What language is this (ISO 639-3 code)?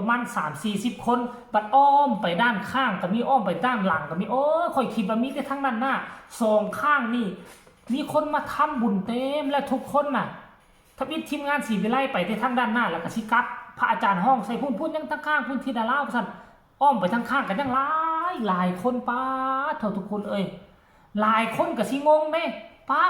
tts